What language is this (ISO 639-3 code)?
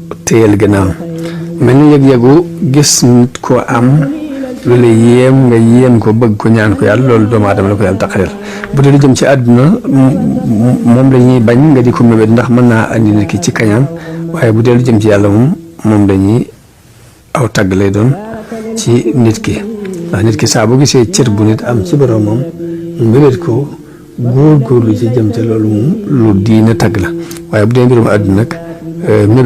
wol